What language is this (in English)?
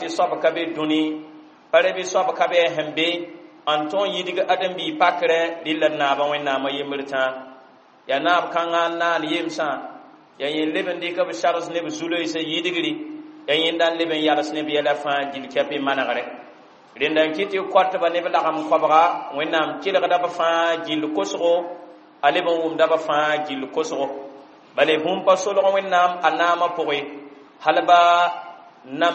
Mossi